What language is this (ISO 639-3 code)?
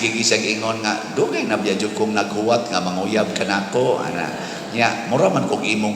ceb